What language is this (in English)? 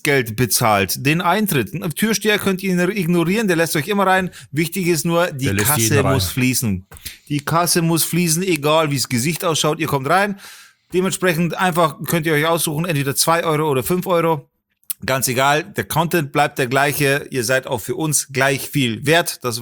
German